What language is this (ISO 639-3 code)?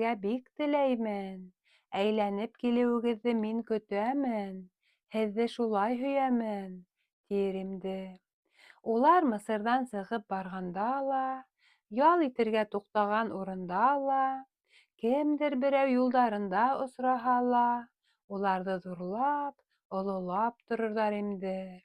bak